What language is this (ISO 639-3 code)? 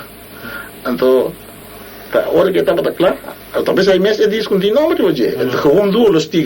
pap